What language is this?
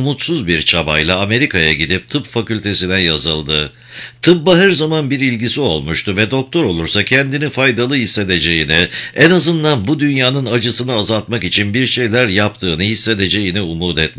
Turkish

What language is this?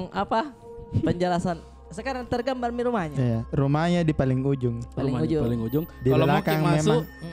Makassar Malay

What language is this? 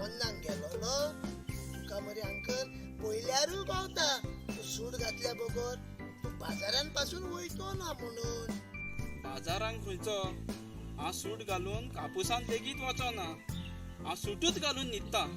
Konkani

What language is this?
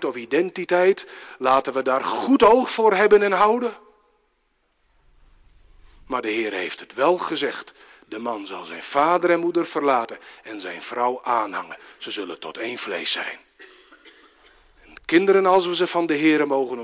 Dutch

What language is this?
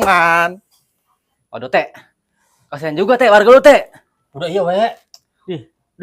Betawi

